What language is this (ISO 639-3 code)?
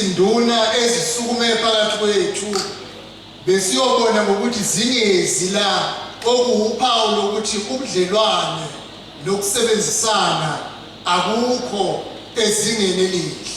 zul